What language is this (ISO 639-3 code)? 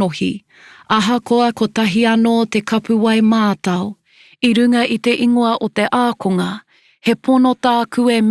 mri